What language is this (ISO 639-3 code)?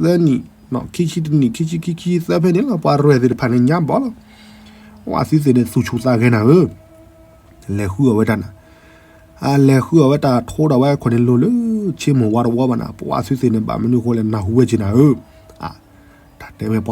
ksw